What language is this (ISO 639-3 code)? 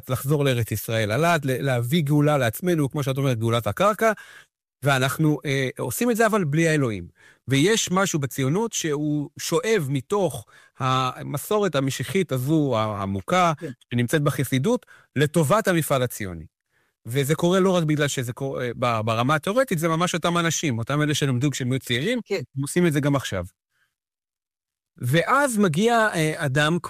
heb